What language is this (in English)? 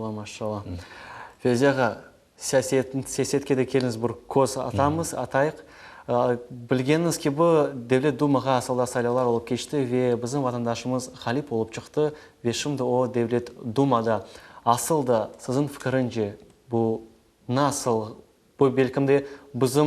Crimean Tatar